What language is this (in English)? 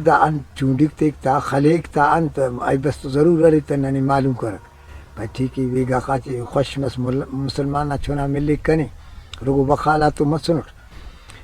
Brahui